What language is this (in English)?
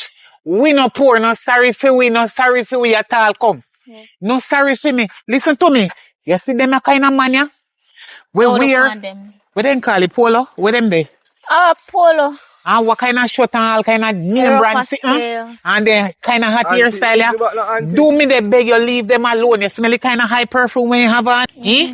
Jamaican Creole English